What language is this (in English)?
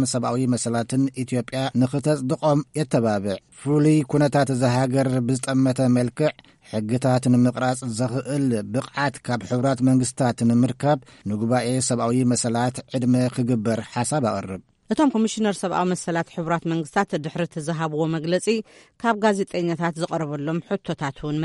Tigrinya